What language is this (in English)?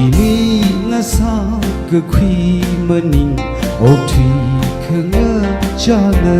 Tangkhul Naga (India)